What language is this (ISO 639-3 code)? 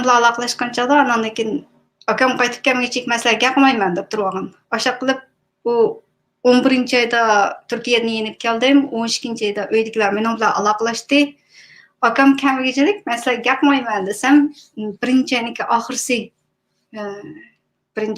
uig